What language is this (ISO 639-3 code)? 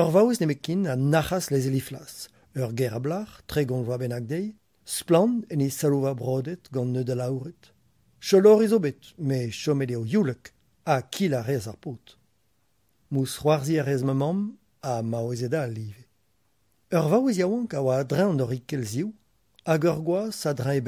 bre